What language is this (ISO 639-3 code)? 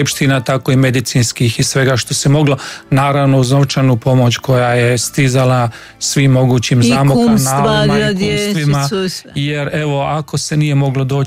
hrv